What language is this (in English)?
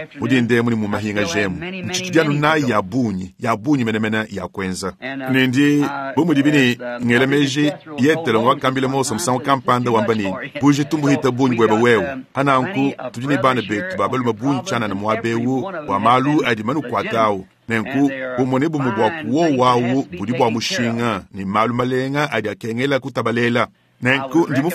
Luba-Lulua